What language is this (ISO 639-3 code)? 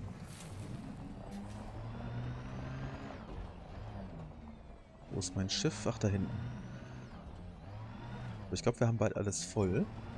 deu